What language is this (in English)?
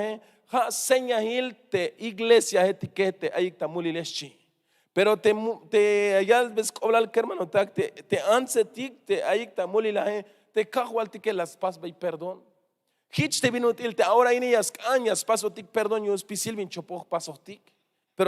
Tzeltal